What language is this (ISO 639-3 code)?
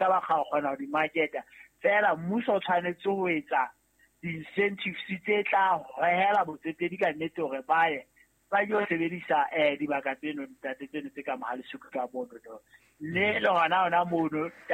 sot